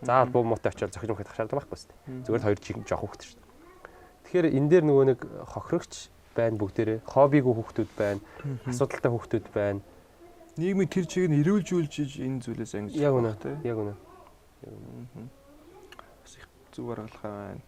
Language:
Mongolian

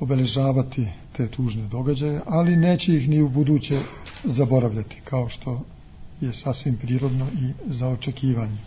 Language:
Serbian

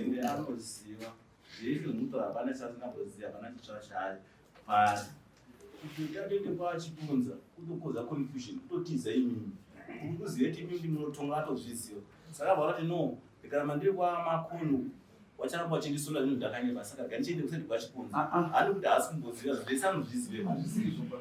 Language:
Shona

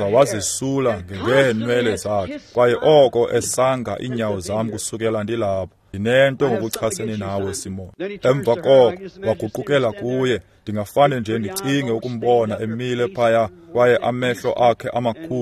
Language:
Xhosa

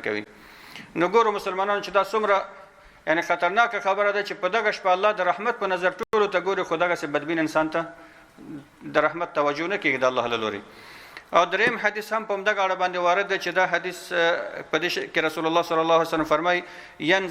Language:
Pashto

